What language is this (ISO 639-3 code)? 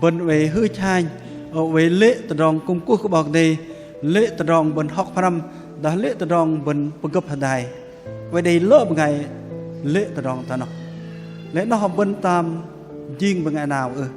bdq